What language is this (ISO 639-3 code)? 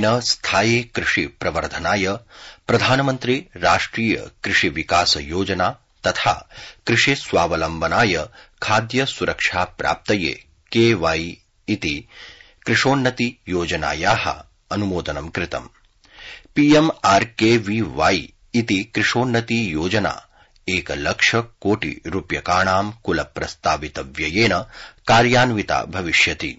san